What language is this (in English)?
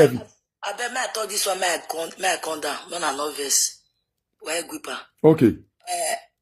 Nigerian Pidgin